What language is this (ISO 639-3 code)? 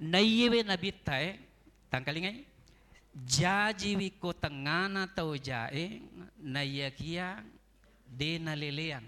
bug